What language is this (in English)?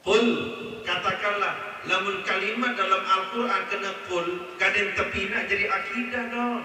Sasak